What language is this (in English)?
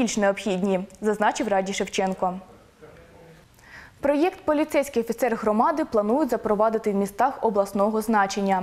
Ukrainian